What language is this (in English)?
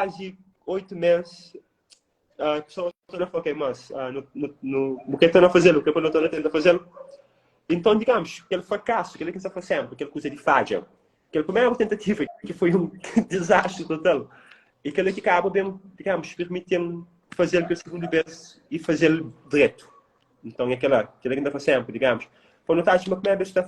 Kabuverdianu